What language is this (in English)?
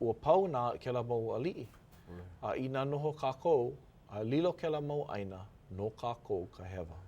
Hawaiian